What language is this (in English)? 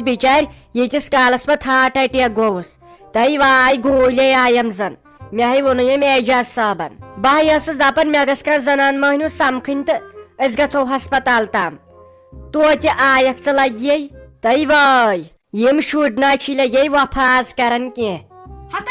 Kashmiri